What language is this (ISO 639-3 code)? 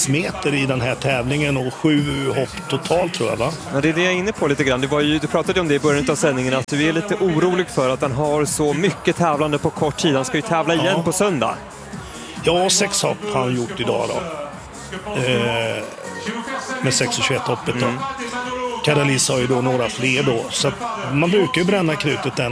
swe